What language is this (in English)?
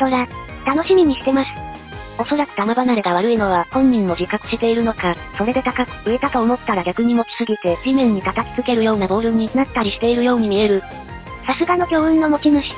Japanese